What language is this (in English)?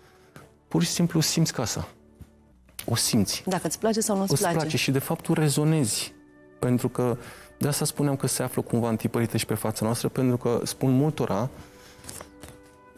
Romanian